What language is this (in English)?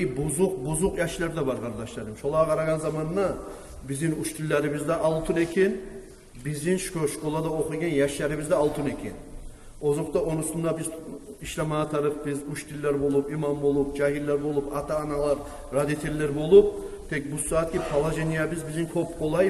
Kumyk